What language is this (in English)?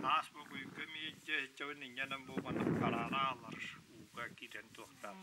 Yakut